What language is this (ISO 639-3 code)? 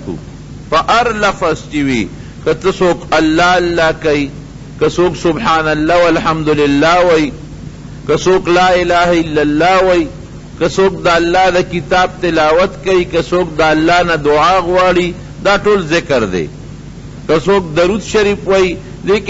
pus